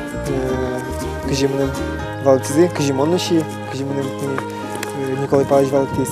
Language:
Udmurt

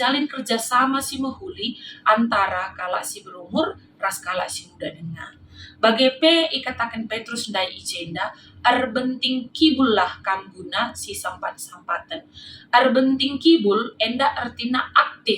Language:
Batak Karo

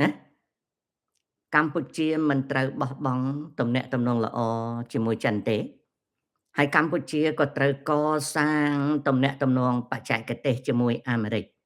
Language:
Khmer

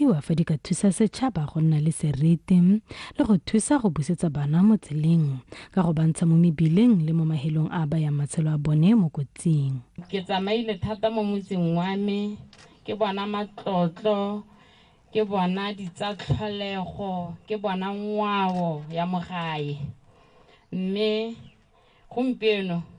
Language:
Tswana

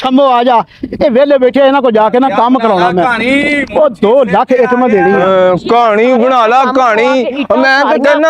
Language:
Punjabi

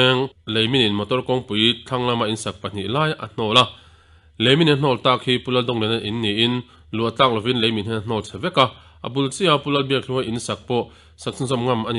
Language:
Mizo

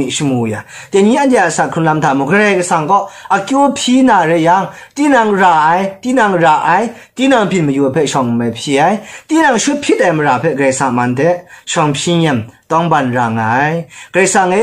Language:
Kachin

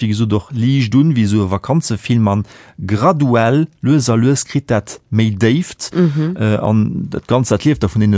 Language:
Luxembourgish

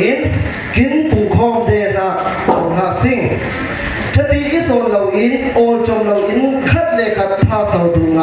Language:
Falam Chin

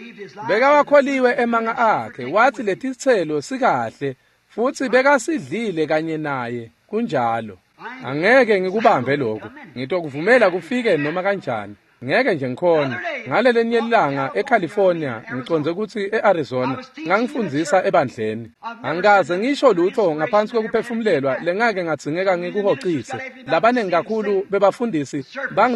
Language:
Swati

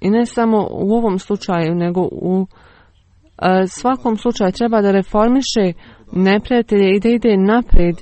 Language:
Bosnian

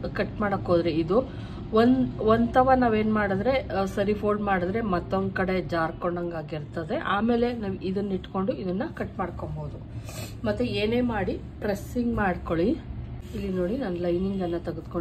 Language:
Kannada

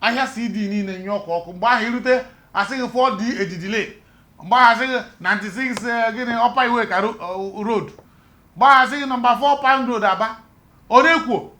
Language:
Igbo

